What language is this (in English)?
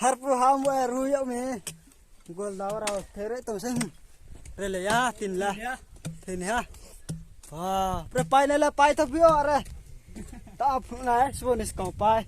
Riang (India)